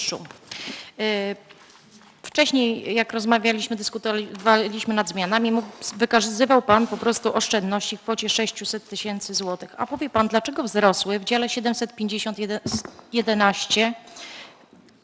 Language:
Polish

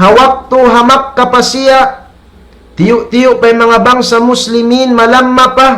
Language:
Tausug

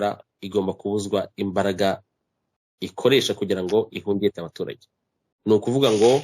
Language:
Kinyarwanda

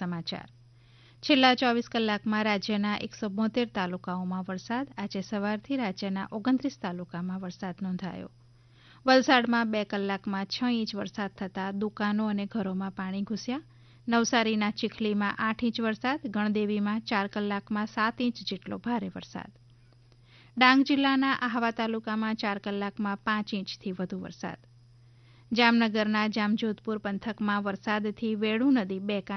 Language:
Gujarati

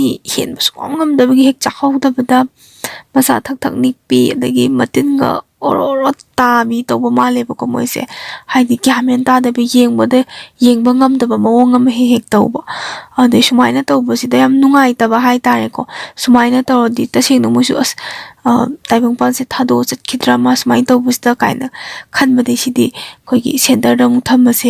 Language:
Manipuri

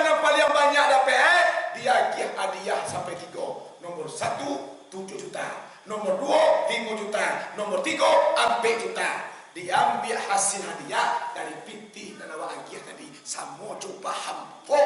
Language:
Minangkabau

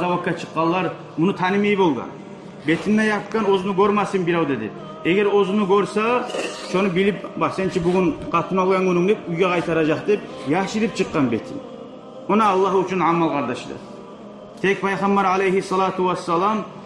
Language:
Kumyk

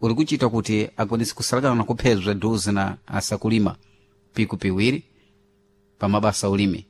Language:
Sena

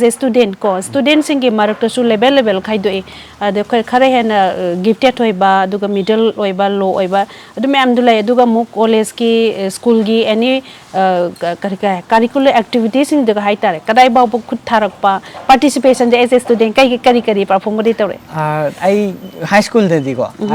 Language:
Manipuri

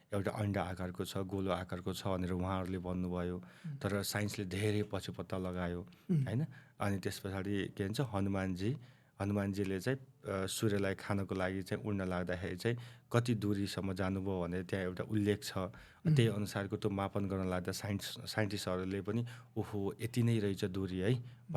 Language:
Nepali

